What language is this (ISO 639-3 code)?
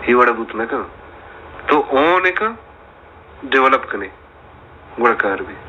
bal